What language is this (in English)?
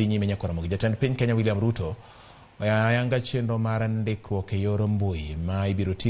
Luo (Kenya and Tanzania)